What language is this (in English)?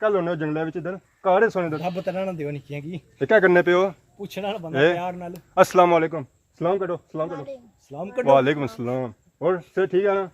Pahari-Potwari